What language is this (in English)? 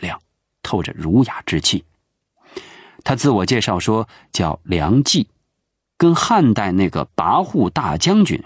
Chinese